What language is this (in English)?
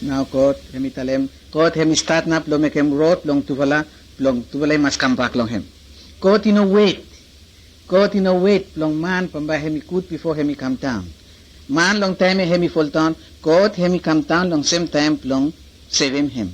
Bislama